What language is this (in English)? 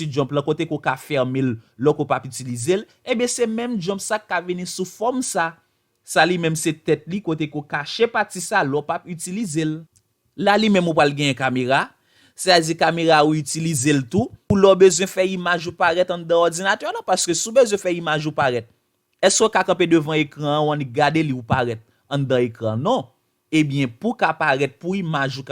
Haitian Creole